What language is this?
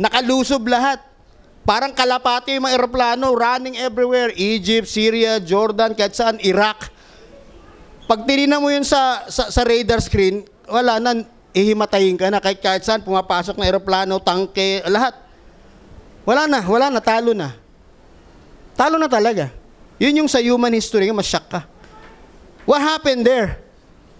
Filipino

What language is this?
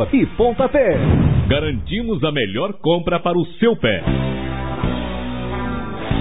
Portuguese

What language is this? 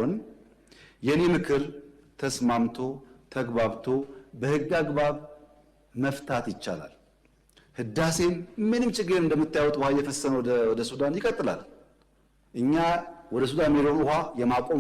Amharic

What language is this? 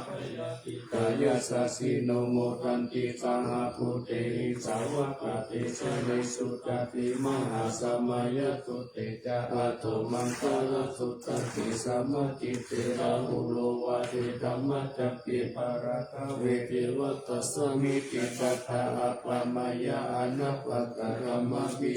Pali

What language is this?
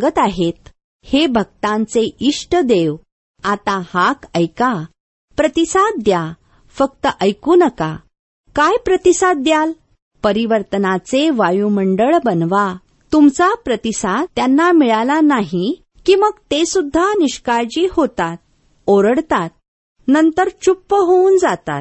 Marathi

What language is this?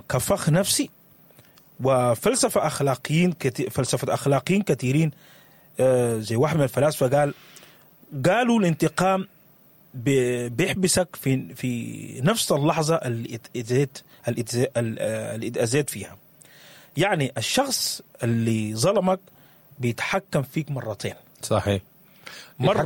Sudanese Arabic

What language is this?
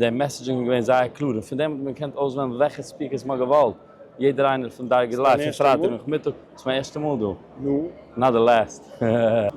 Yiddish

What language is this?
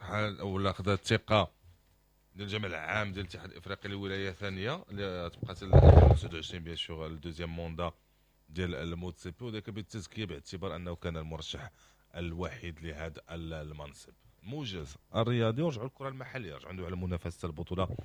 Moroccan Arabic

